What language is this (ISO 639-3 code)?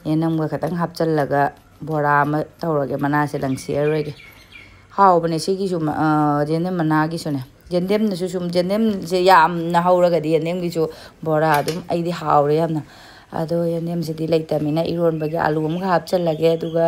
mni